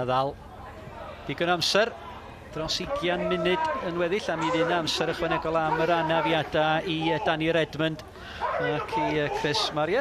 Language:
Welsh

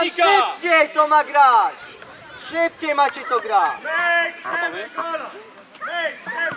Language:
Polish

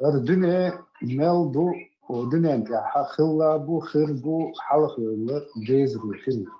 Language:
Chechen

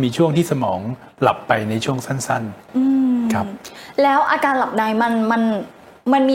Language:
Thai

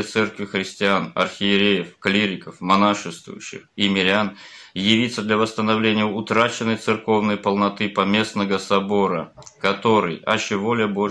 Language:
Russian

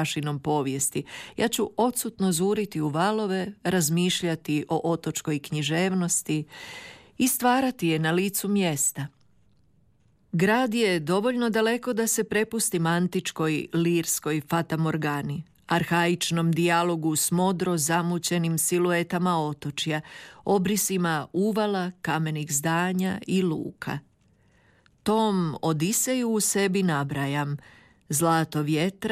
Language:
Croatian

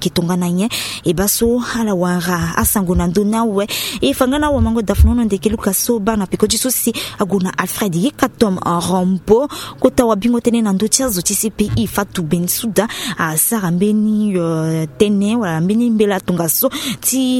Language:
Sango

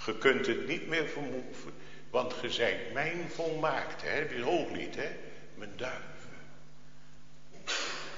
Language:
Dutch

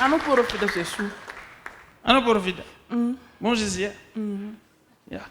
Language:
Shona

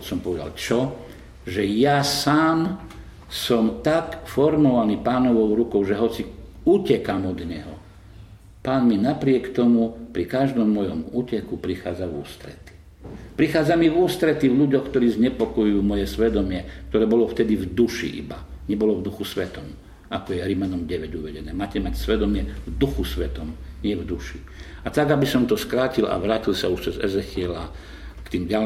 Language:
Slovak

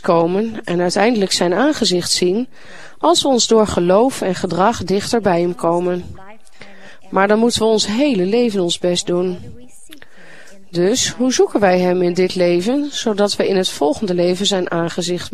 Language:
Dutch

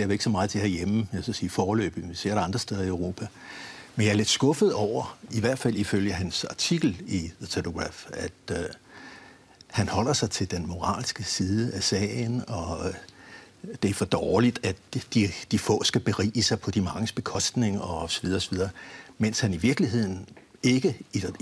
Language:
Danish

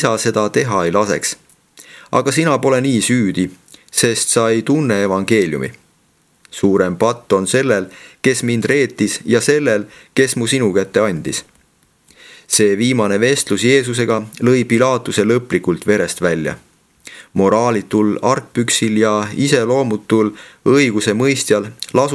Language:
Estonian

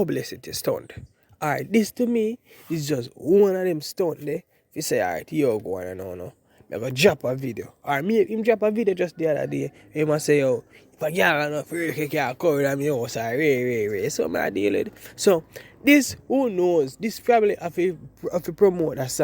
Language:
Jamaican Creole English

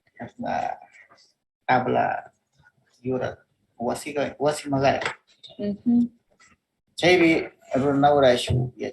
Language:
Northern Pastaza Quichua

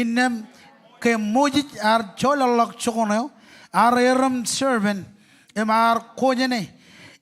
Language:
Marshallese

